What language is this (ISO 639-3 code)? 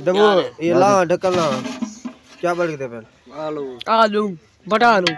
skr